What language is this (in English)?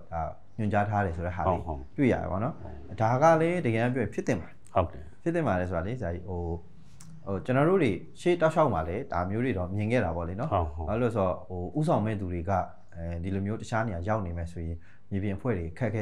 Burmese